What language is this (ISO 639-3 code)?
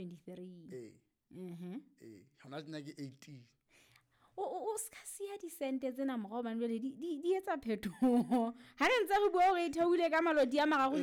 sot